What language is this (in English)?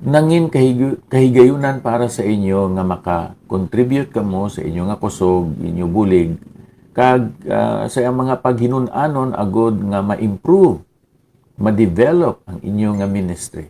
Hiligaynon